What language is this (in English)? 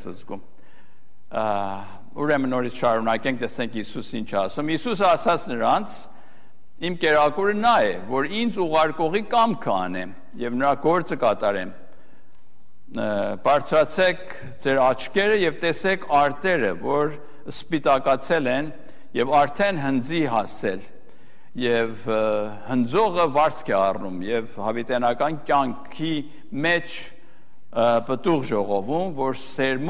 Armenian